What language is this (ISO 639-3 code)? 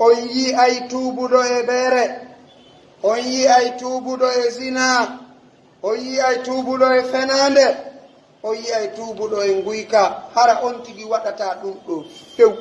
fuf